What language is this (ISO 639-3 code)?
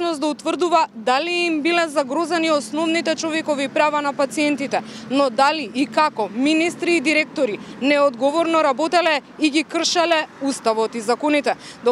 mkd